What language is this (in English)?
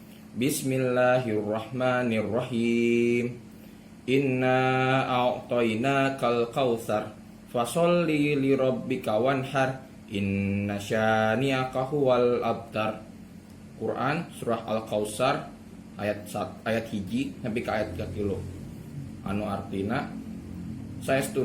Sundanese